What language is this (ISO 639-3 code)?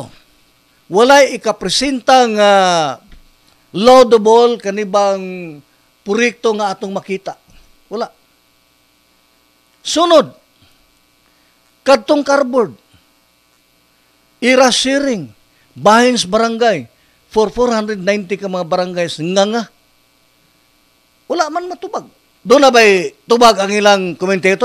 ceb